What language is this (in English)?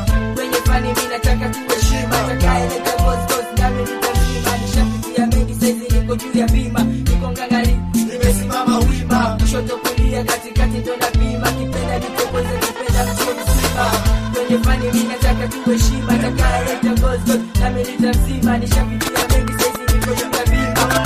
Swahili